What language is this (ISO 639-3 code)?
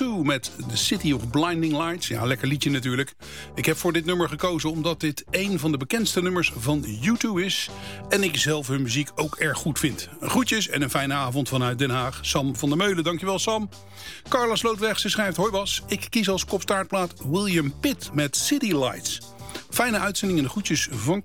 nld